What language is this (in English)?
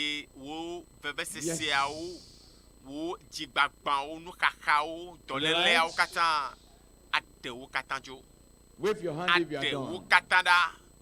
Ewe